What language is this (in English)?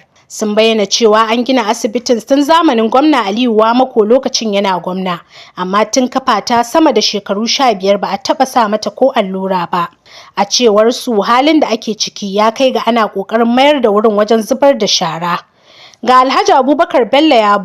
Hausa